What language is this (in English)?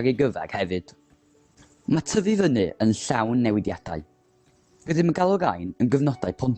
Welsh